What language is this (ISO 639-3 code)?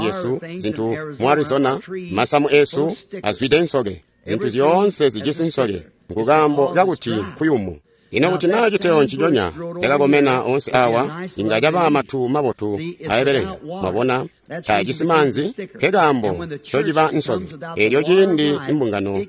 toi